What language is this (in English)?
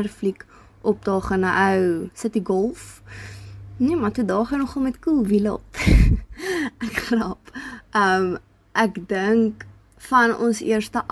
Afrikaans